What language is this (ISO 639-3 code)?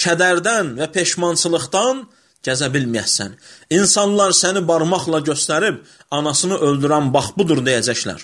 aze